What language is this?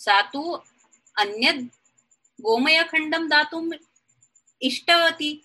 Sanskrit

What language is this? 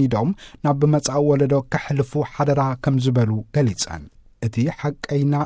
Tigrinya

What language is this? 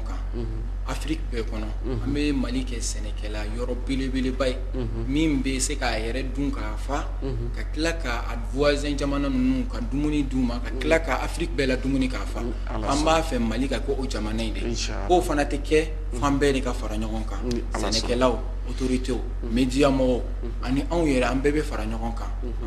Bambara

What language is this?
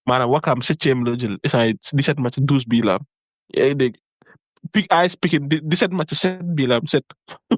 Wolof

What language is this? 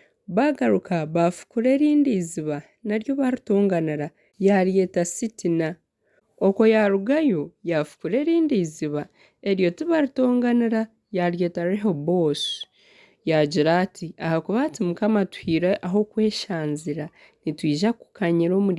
Nyankole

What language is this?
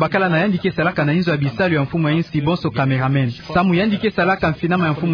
Kituba (Democratic Republic of Congo)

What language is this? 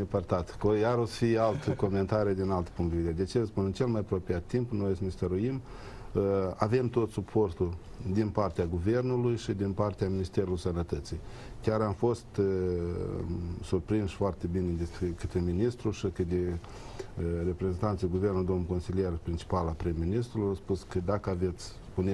Romanian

